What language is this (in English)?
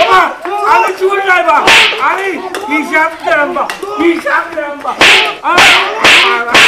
Sylheti